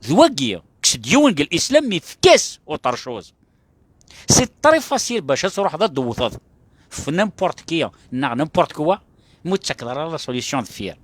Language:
Kabyle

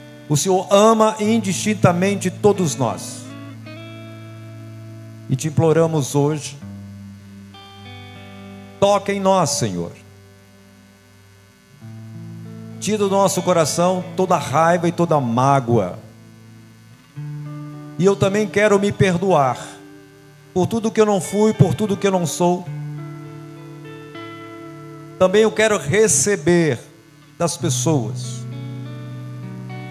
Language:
Portuguese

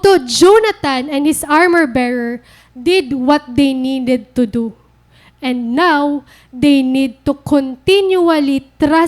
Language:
Waray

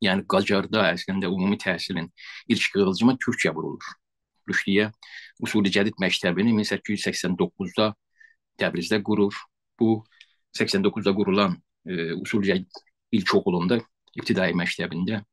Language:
South Azerbaijani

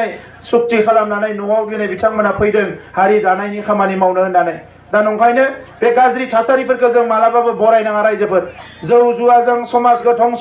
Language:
Bodo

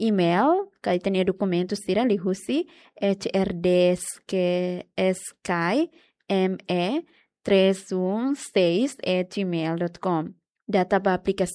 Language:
Tetum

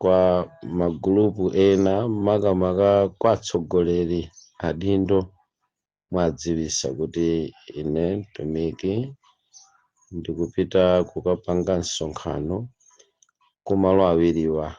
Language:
Nyanja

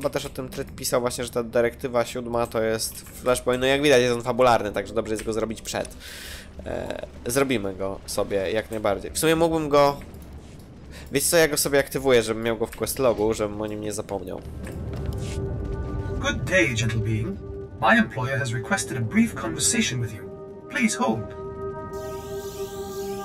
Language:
Polish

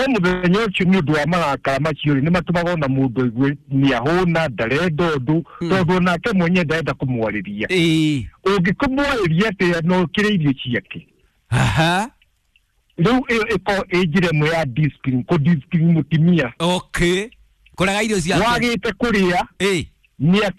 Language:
Kikuyu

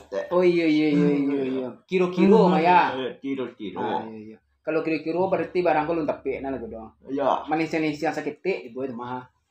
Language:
Minangkabau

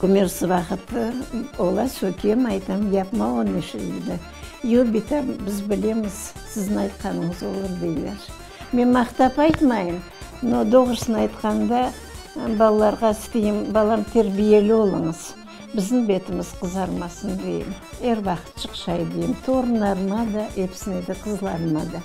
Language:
Crimean Tatar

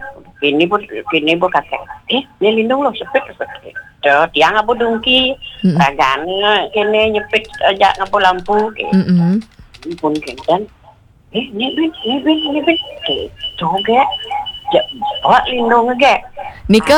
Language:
Balinese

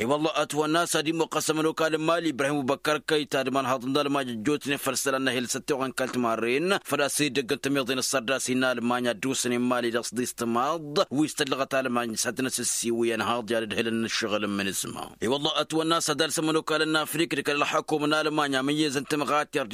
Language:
Tamasheq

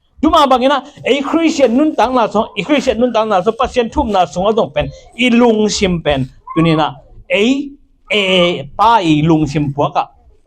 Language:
Tedim Chin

